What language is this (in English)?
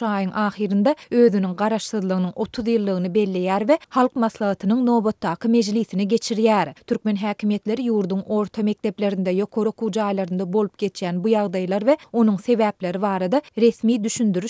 Turkmen